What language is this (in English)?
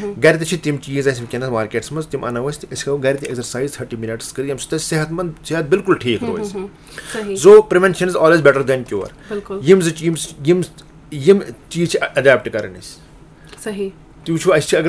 Kashmiri